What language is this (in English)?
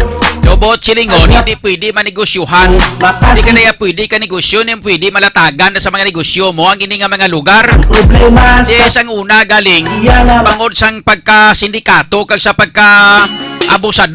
Hiligaynon